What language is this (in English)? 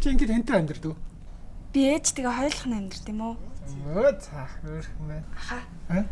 Mongolian